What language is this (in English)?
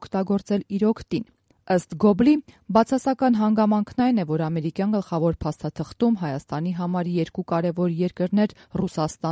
Armenian